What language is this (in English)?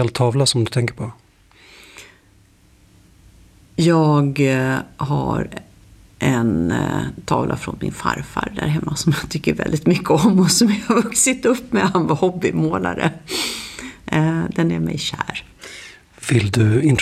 Swedish